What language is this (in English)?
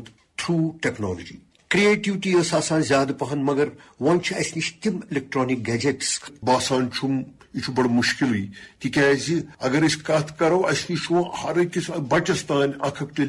Kashmiri